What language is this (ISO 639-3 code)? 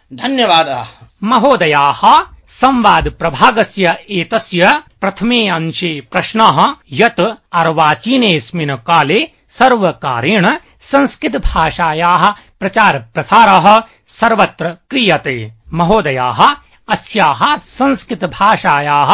san